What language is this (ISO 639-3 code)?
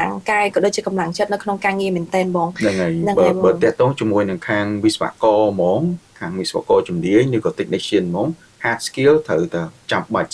khm